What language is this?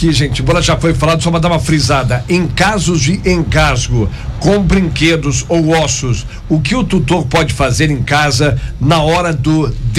Portuguese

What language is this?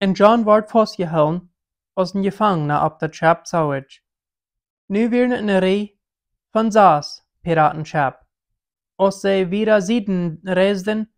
Plautdietsch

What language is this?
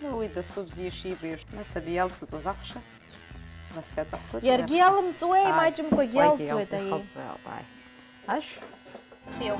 Abkhazian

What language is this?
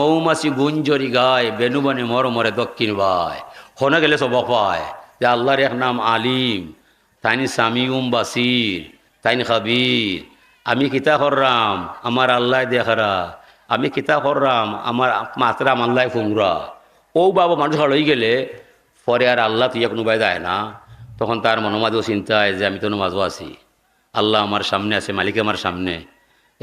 Sylheti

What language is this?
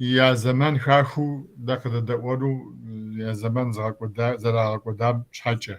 Kabardian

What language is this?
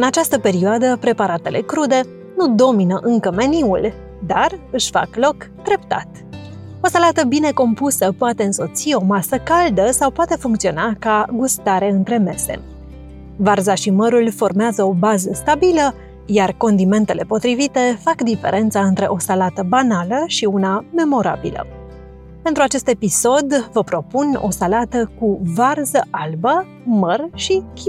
Romanian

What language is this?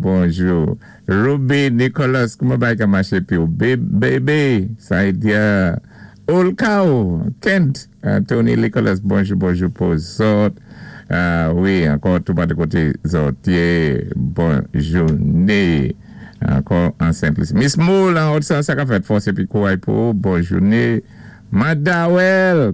Saint Lucian Creole French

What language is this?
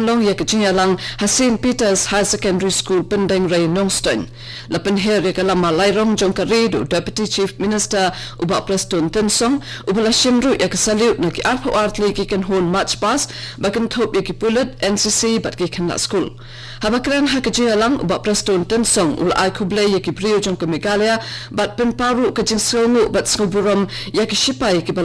Khasi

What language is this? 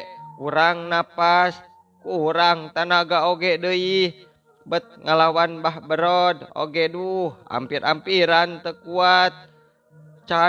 Sundanese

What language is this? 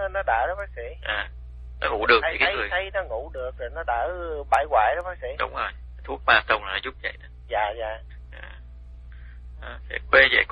Vietnamese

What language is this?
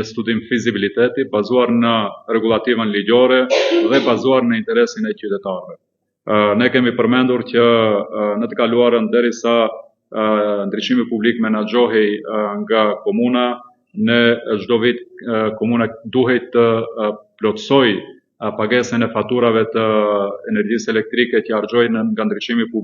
Albanian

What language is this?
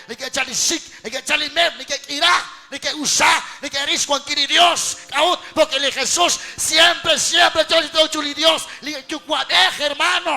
Kekchí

